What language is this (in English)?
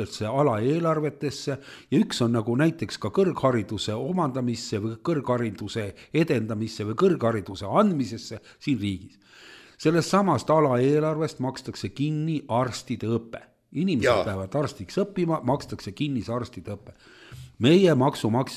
Estonian